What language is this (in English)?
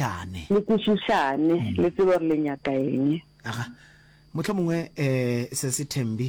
Northern Sotho